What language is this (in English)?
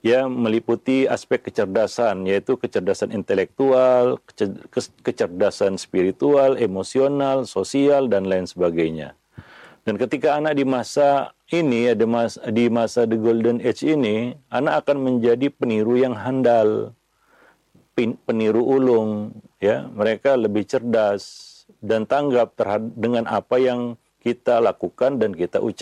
Indonesian